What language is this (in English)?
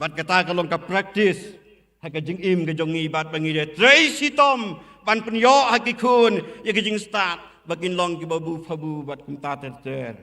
Khasi